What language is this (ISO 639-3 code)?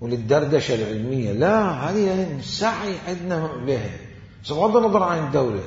acm